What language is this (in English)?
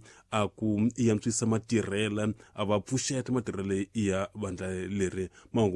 Tsonga